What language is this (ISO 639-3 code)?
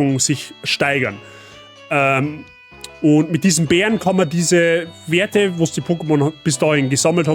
bar